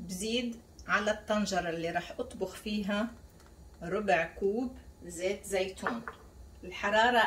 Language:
North Levantine Arabic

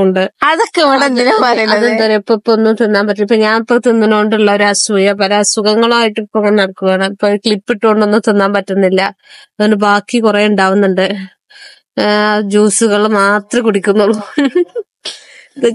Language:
Malayalam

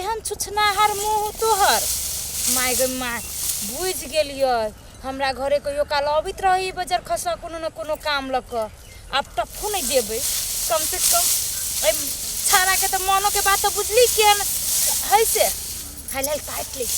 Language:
Maithili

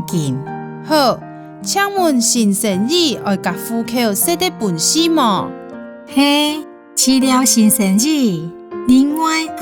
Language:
Hakka Chinese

